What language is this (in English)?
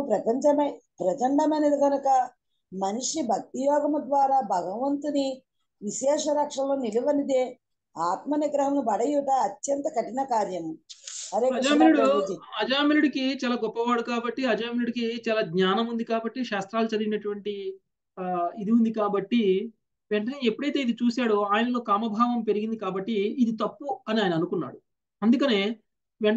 Telugu